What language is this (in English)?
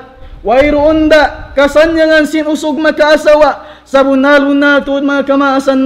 Tausug